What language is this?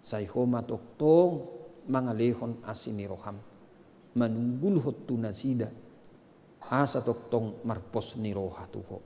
Batak Toba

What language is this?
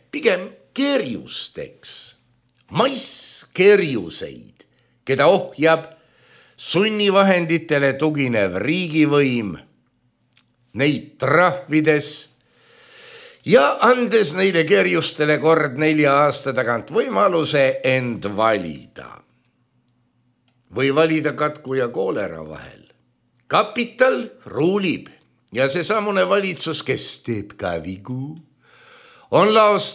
Estonian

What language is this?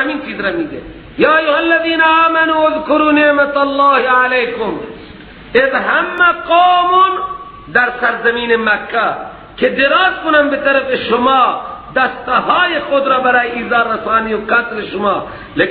Persian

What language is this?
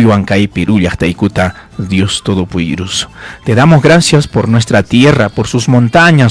Ayacucho Quechua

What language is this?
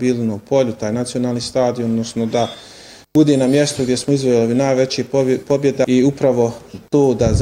Bosnian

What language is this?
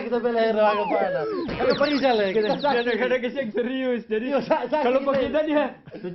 Manado Malay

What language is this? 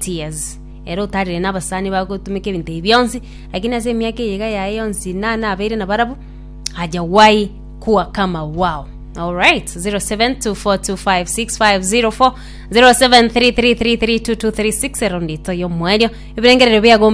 Gusii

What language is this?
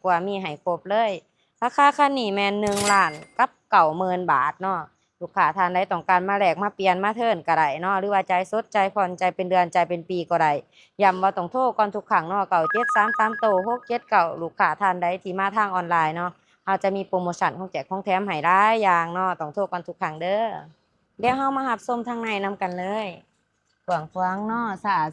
Lao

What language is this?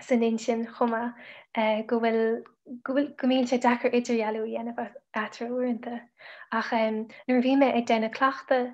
Irish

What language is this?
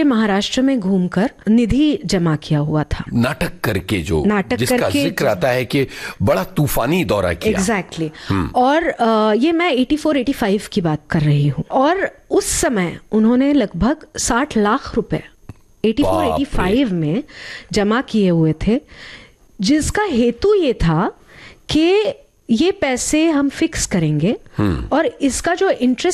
Hindi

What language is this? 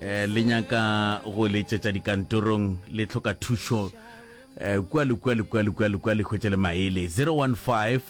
Northern Sotho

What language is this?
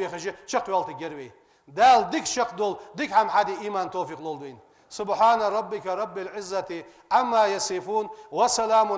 Ingush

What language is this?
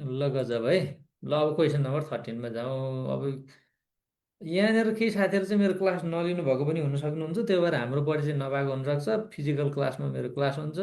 Nepali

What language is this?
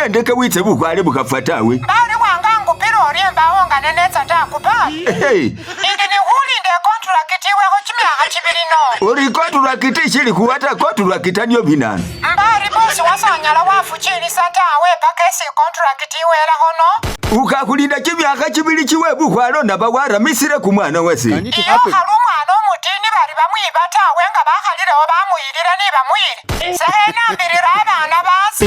Masaaba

